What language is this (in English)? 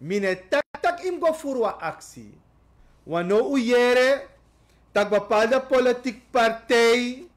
Sranan Tongo